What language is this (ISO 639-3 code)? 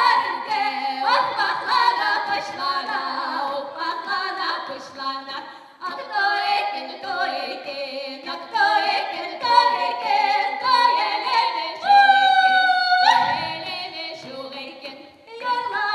chv